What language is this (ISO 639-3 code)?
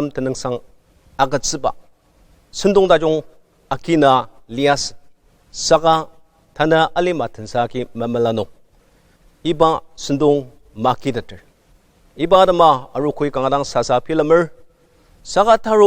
njo